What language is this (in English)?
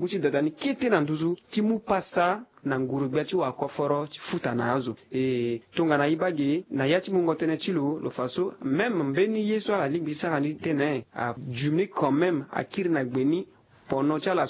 Sango